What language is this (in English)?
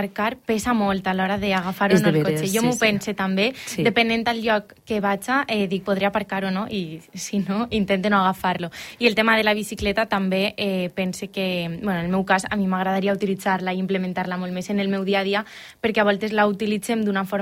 Catalan